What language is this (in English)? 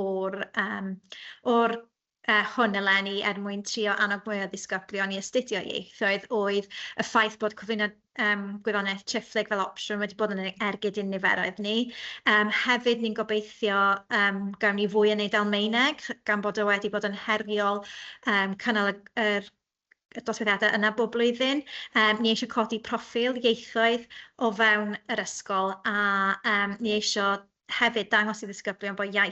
Welsh